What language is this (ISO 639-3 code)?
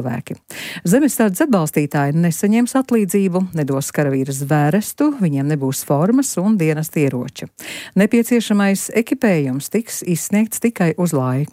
lav